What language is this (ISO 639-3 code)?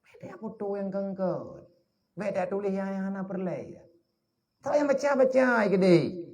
ace